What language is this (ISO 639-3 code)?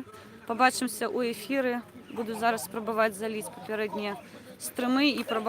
bel